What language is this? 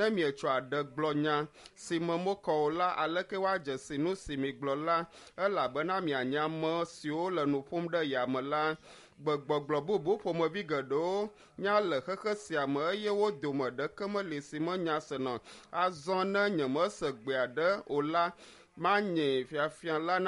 Ewe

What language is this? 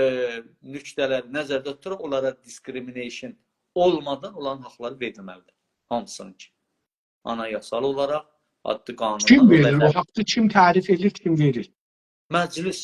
South Azerbaijani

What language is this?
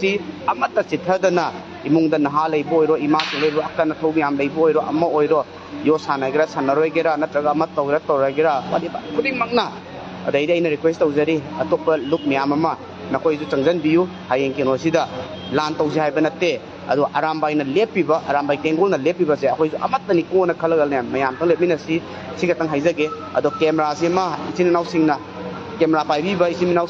Manipuri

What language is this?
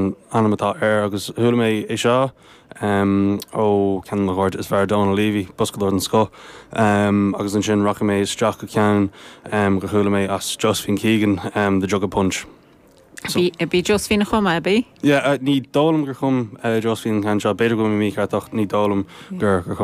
Irish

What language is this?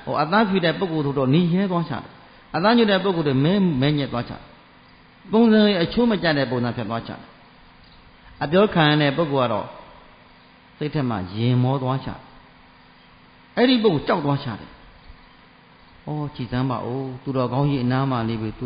Burmese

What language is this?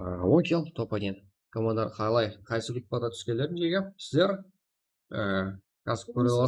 Kara-Kalpak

